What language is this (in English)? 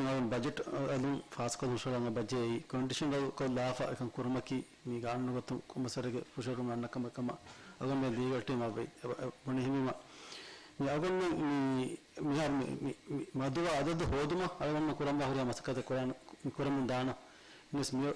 Divehi